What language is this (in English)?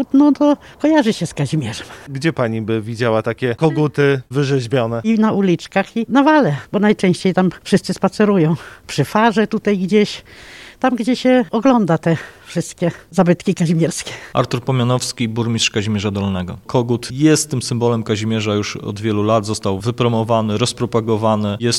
Polish